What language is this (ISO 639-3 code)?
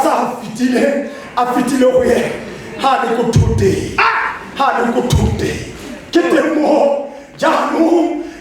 tsn